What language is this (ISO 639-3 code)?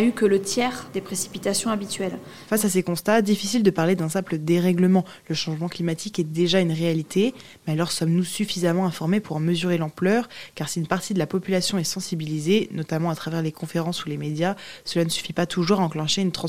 fra